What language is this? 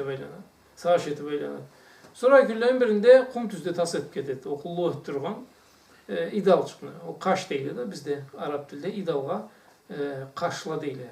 Karachay-Balkar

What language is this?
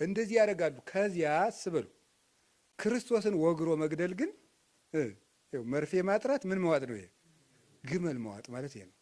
Amharic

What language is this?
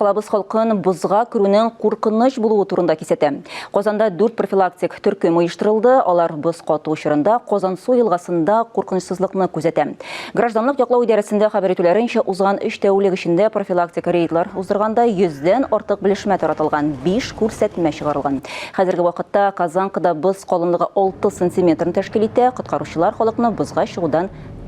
Tatar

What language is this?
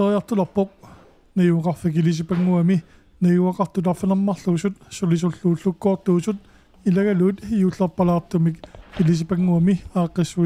Kalaallisut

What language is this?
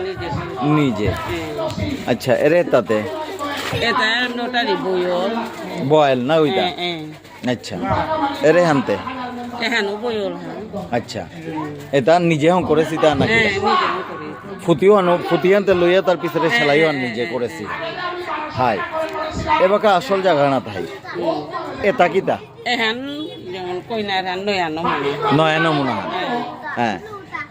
Bishnupriya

